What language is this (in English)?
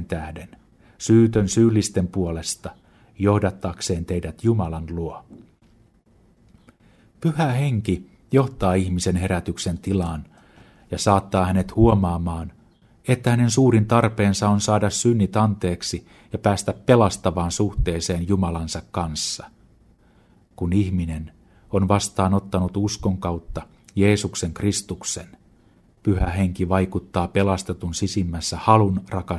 Finnish